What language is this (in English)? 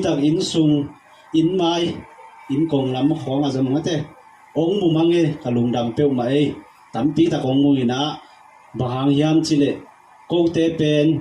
Tedim Chin